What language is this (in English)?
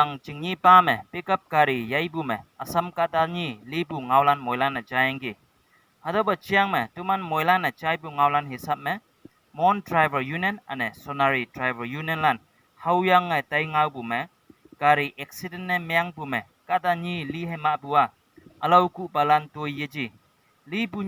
Konyak Naga